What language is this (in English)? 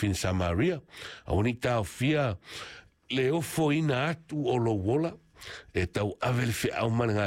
Samoan